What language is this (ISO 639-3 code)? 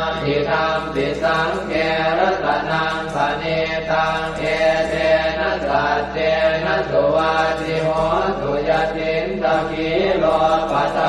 pli